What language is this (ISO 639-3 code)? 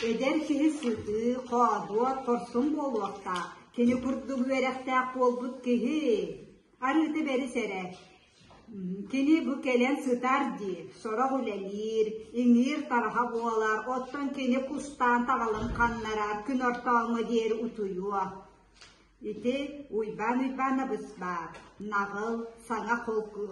sah